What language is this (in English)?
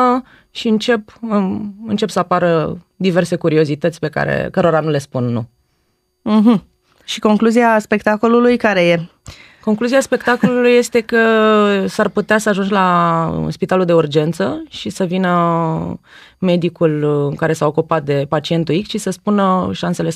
Romanian